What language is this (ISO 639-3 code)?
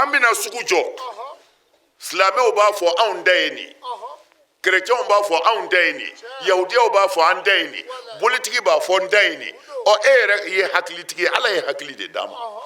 bam